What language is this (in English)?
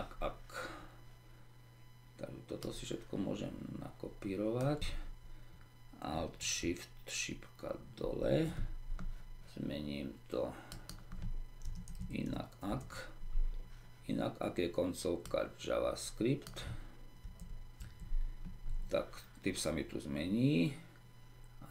Slovak